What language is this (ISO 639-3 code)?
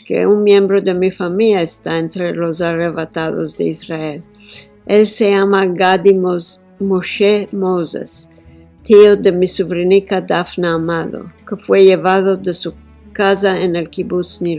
lad